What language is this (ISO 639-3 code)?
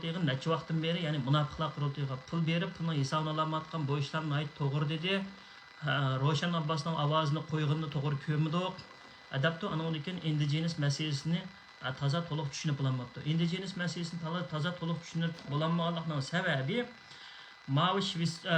uig